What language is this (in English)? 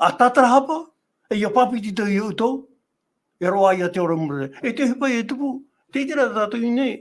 Tahitian